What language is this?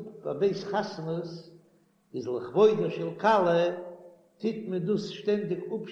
Yiddish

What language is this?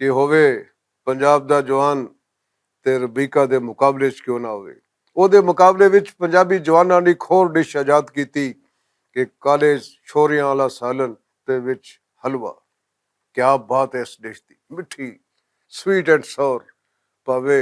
Western Panjabi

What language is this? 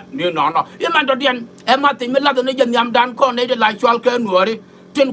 Nuer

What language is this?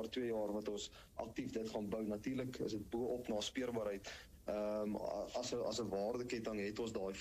Afrikaans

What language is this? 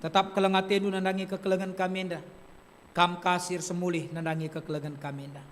Batak Karo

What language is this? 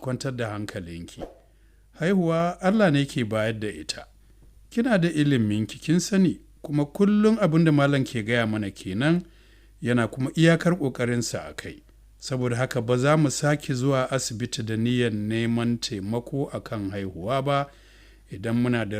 Hausa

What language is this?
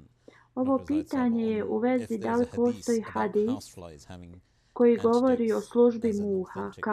Bosnian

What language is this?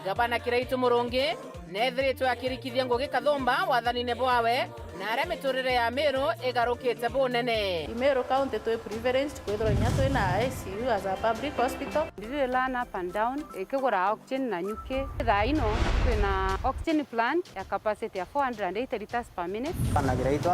Meru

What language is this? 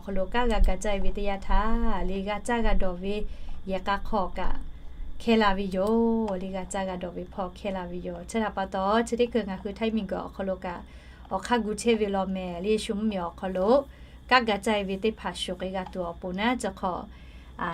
Lahu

